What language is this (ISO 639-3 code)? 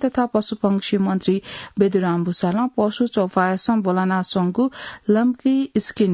new